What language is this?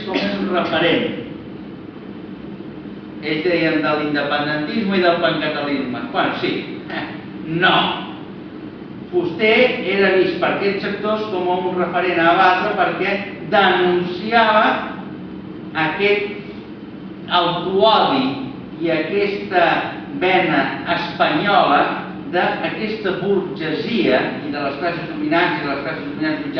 Catalan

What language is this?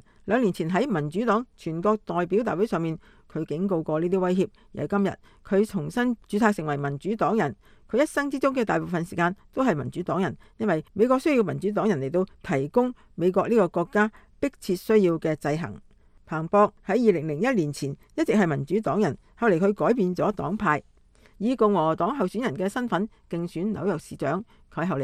Cantonese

